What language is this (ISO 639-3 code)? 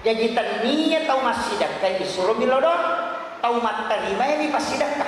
bug